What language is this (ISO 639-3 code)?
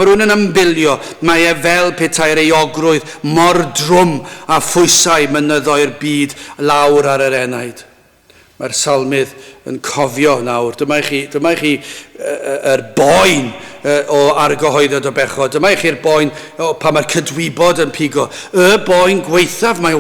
cym